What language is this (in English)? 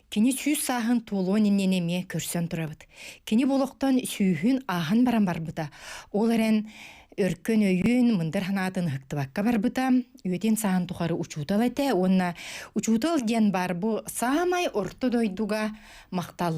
Yakut